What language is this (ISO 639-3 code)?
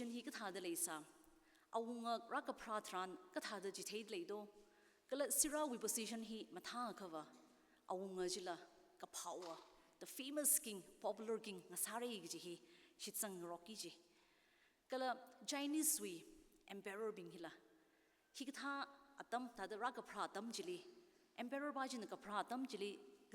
nmf